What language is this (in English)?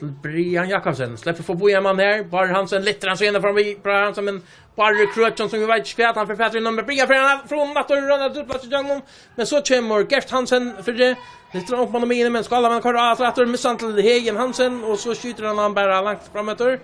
Faroese